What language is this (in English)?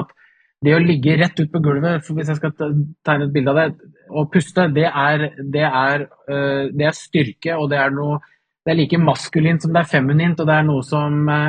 Norwegian